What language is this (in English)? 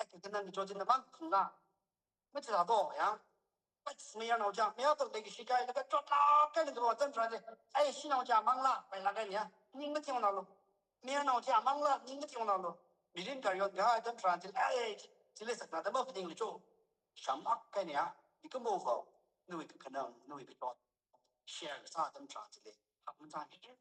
Tangkhul Naga (India)